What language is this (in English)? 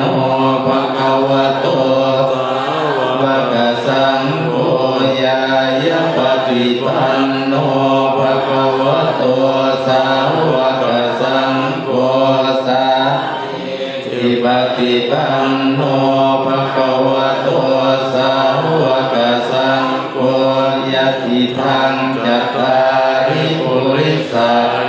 Pali